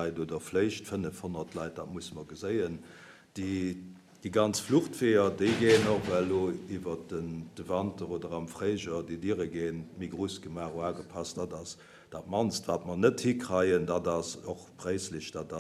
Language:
Luxembourgish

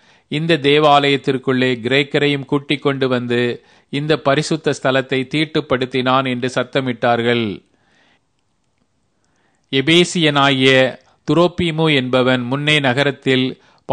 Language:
Tamil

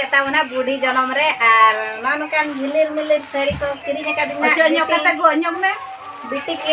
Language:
Santali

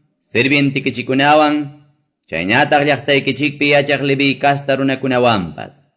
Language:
Quechua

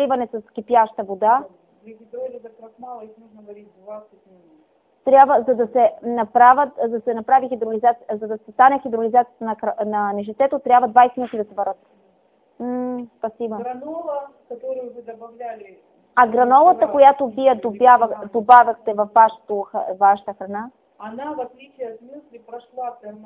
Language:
Bulgarian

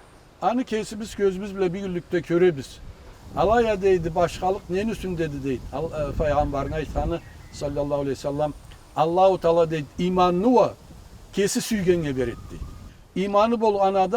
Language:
Karachay-Balkar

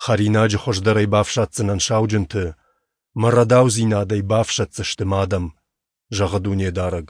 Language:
Ossetic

